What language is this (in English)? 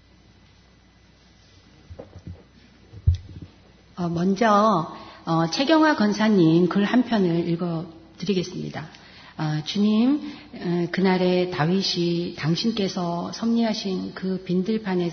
Korean